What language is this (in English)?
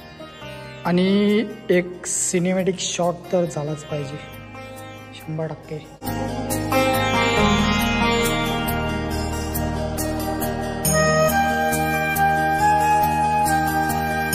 Marathi